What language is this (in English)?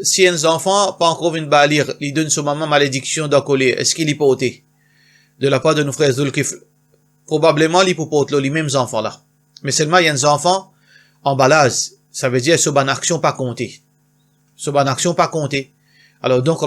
Morisyen